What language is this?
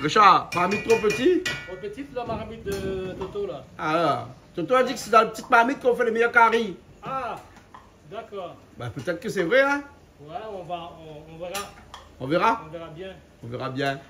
Réunion Creole French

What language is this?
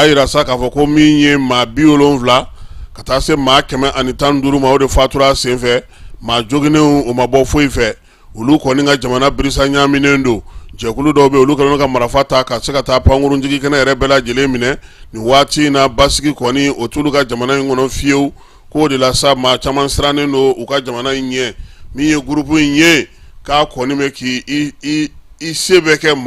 Bambara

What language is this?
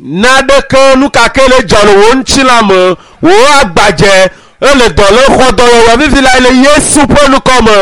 Ewe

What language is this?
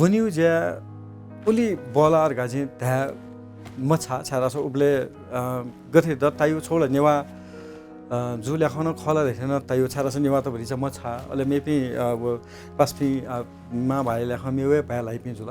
Newari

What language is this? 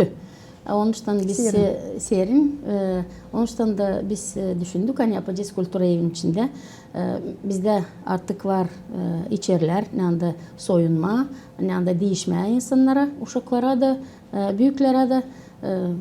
Gagauz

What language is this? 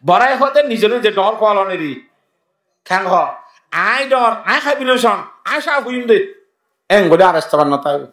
Rohingya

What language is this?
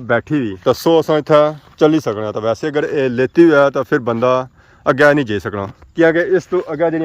Pahari-Potwari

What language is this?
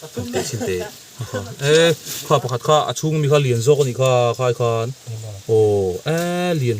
Mizo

